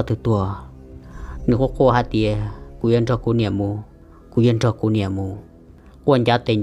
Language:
Hmong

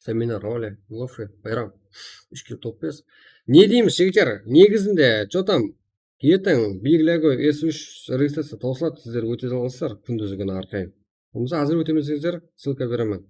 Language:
Kara-Kalpak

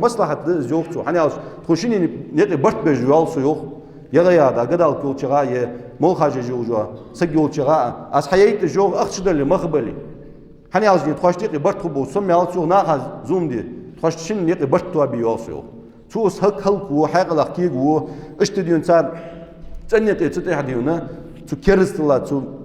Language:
Ingush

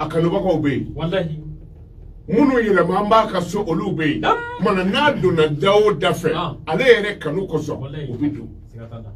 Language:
Bambara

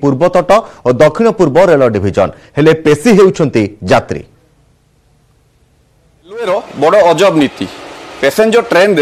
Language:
Odia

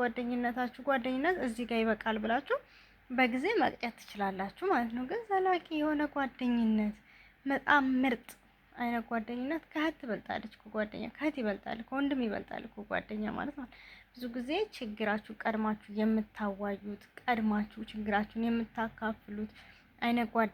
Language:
Amharic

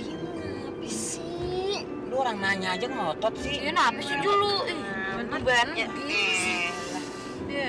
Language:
Betawi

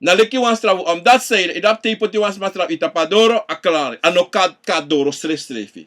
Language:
Sranan Tongo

